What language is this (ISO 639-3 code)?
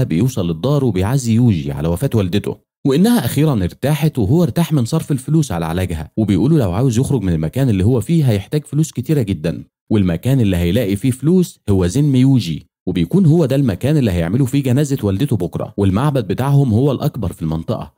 arz